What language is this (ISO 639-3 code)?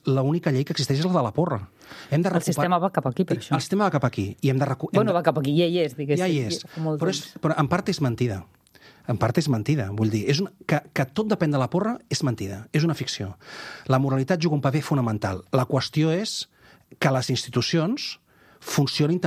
cat